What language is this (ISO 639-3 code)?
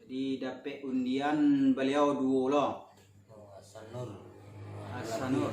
min